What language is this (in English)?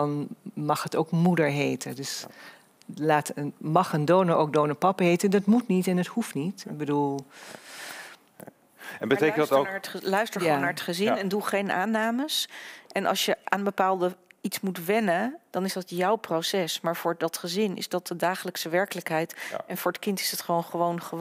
Dutch